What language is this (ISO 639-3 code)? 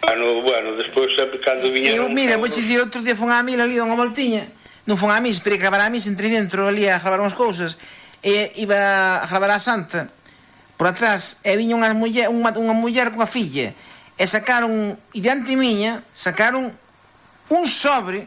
glg